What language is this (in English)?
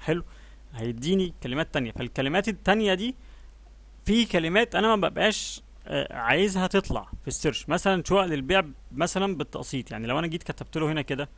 Egyptian Arabic